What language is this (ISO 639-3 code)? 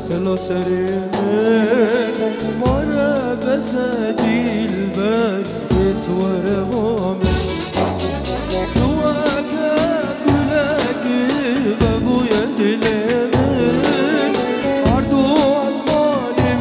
fas